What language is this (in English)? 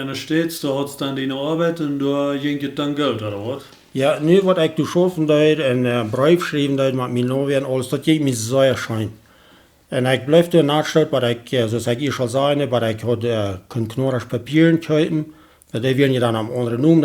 Plautdietsch